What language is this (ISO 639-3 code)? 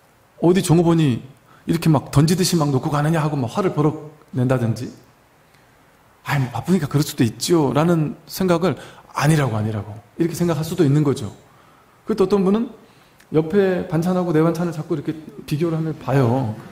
kor